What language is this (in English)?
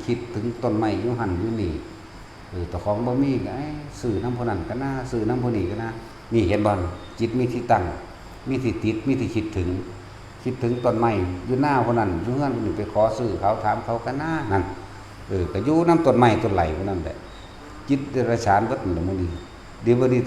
Northeastern Thai